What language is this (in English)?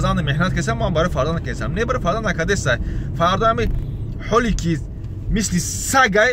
Tajik